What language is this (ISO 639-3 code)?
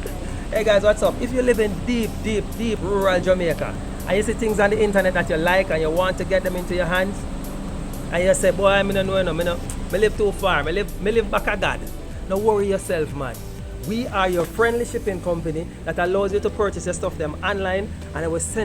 jam